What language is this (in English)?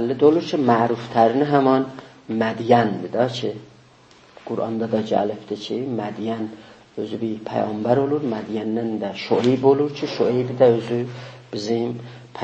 South Azerbaijani